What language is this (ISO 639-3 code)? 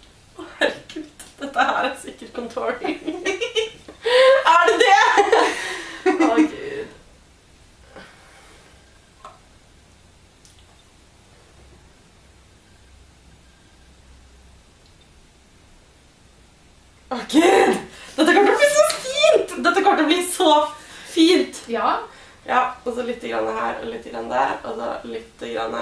nor